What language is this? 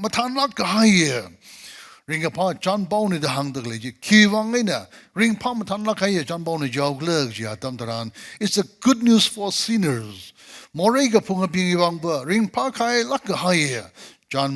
Tangkhul Naga (India)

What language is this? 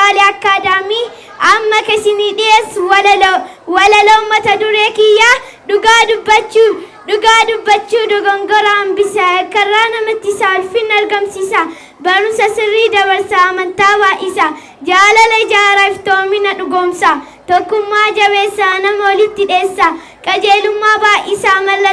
Oromo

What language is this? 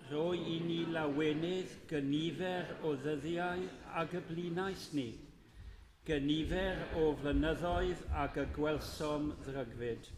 Welsh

